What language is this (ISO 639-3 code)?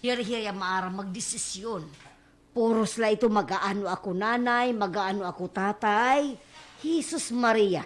war